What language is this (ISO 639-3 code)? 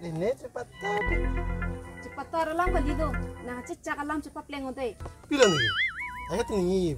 mjw